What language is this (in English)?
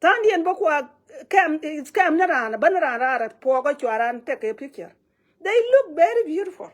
Nuer